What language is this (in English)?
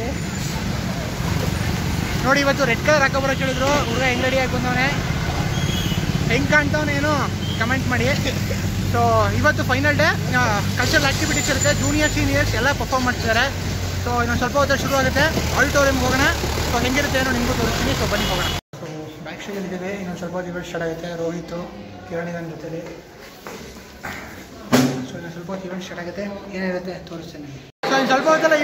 Kannada